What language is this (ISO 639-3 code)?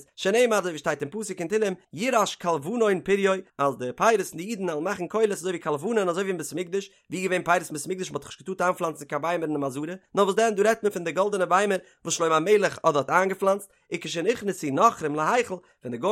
yid